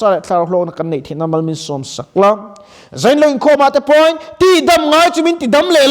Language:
Mizo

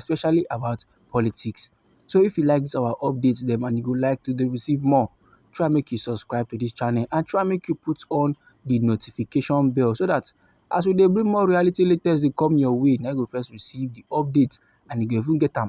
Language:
Nigerian Pidgin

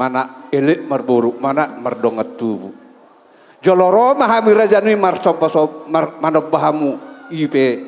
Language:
Batak Toba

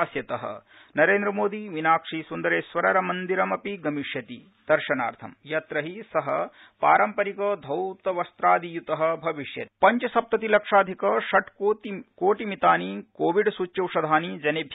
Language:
Sanskrit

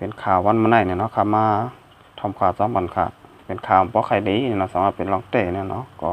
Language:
Shan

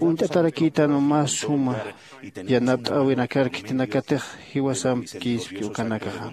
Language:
Aymara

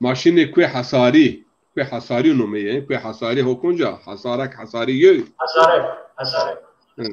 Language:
Zaza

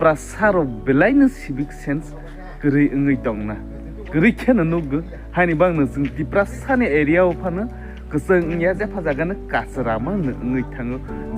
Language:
Kok Borok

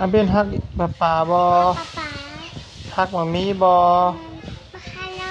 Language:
Lao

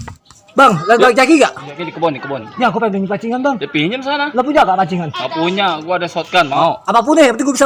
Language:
Betawi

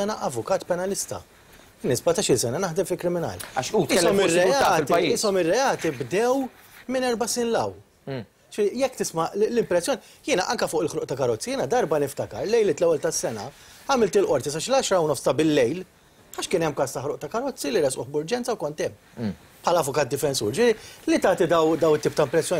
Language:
Maltese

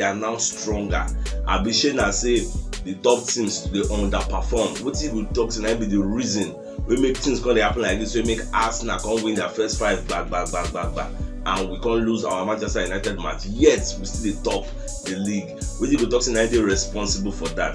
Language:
Nigerian Pidgin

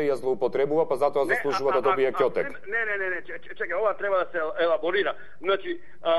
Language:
Macedonian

